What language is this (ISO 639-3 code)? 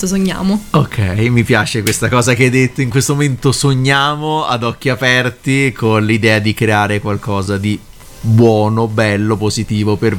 ita